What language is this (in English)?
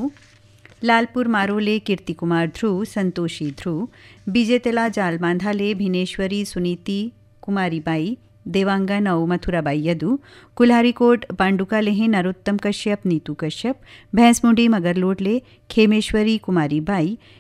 Chhattisgarhi